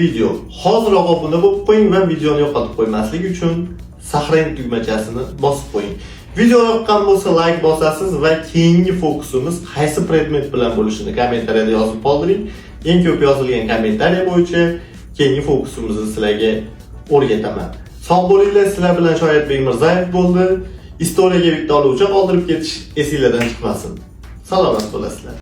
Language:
Uzbek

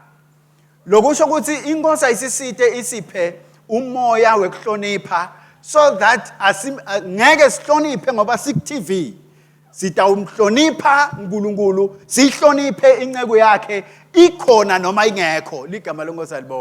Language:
Swati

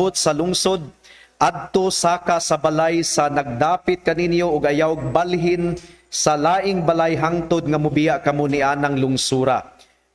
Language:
Cebuano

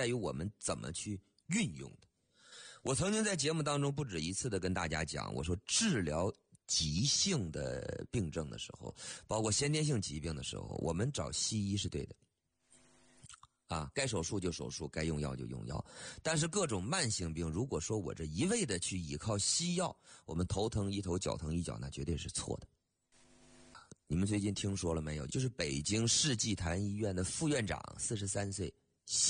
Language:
Chinese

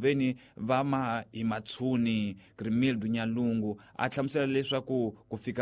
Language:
Tsonga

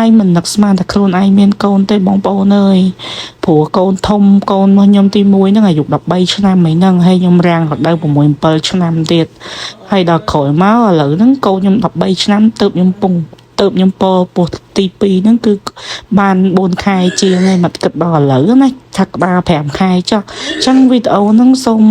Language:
Khmer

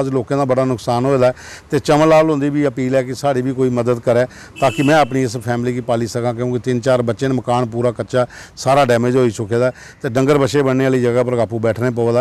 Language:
Dogri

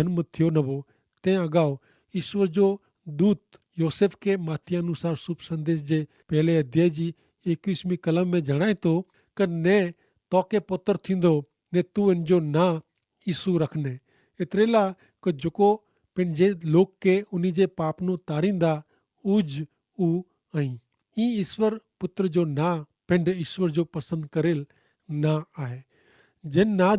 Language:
Kachhi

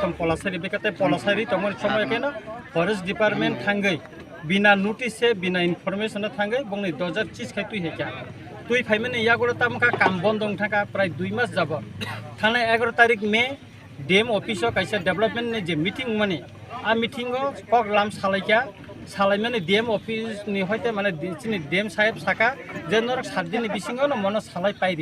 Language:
Kok Borok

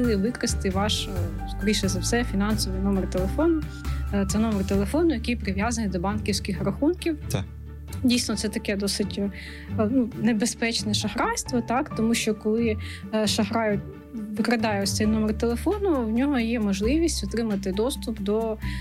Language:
Ukrainian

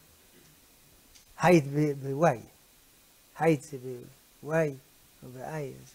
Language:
Hebrew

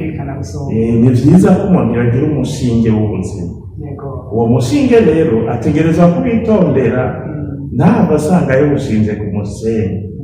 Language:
Rundi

